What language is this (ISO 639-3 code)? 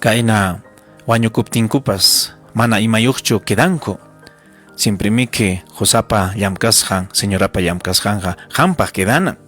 quy